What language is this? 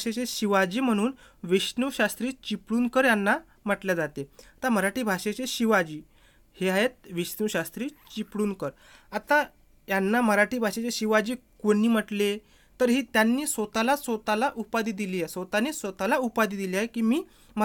Marathi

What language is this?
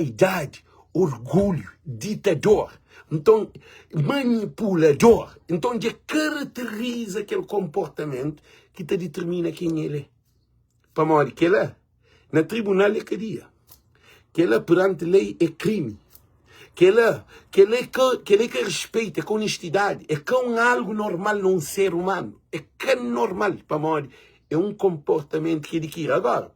Kabuverdianu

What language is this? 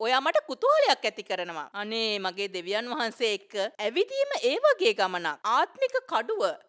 Sinhala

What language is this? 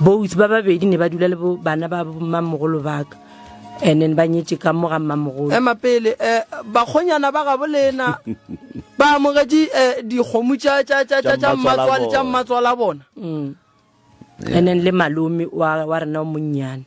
Northern Sotho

